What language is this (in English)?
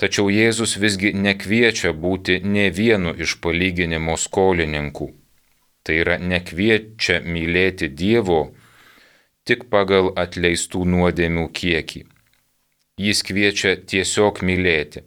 Lithuanian